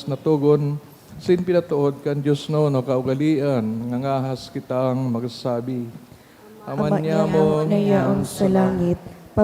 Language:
Bikol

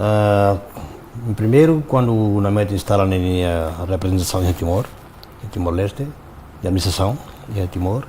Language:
Tetum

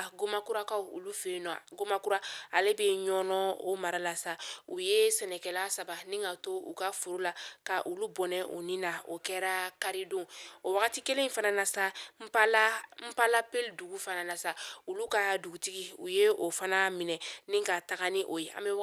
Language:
Bambara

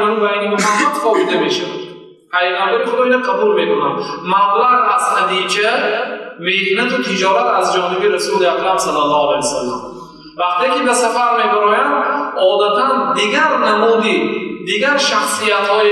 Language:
Persian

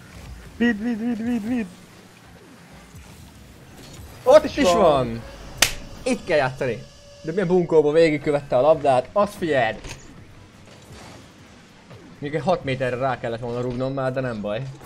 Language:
Hungarian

